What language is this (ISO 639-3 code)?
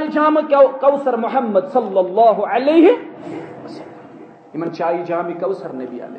kas